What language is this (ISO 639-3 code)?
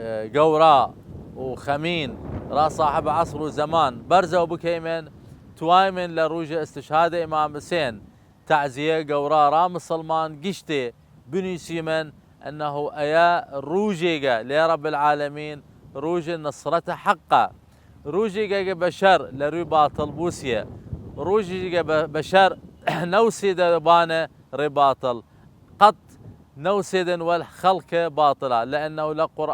sdh